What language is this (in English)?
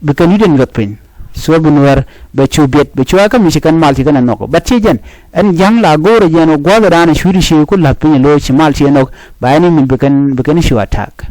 Nuer